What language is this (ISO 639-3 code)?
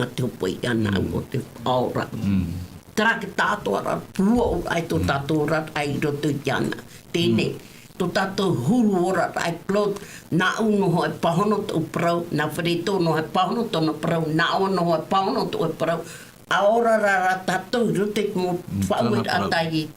tah